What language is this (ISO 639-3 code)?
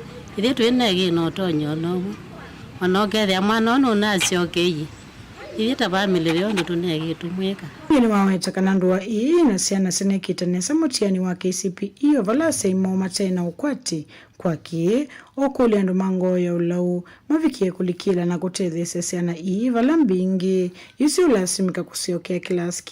kam